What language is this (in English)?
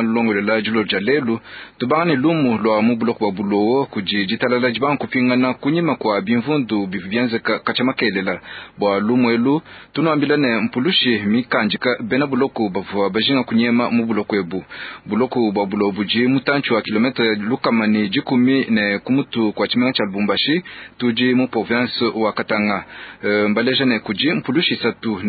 Luba-Lulua